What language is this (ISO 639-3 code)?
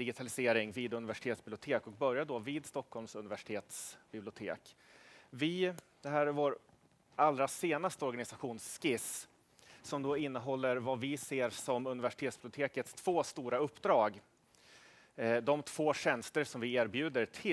swe